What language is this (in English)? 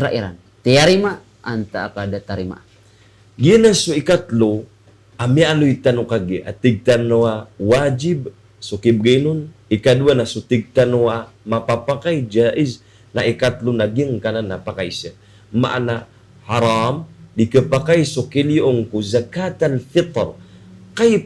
Maranao